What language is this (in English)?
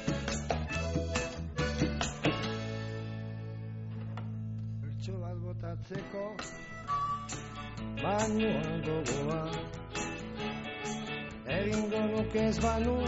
Basque